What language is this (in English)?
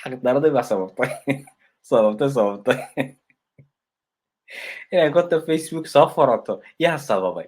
Somali